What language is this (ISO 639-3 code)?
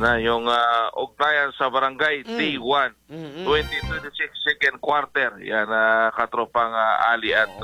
fil